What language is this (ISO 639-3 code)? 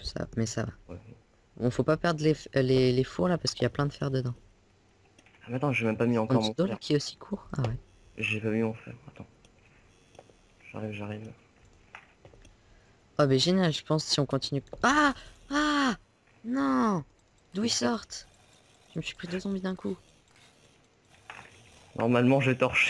fra